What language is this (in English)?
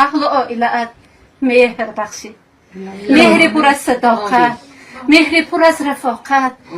Tajik